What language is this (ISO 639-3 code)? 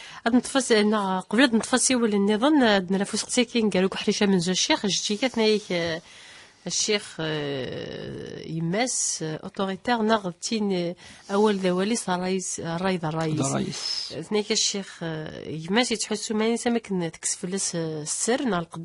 kab